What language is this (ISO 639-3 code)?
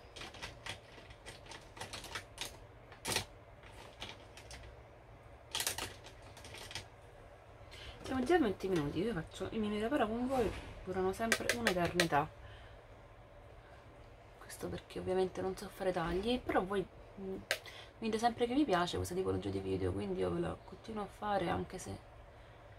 ita